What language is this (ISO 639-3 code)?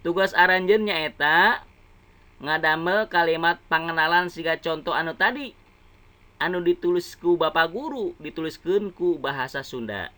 sun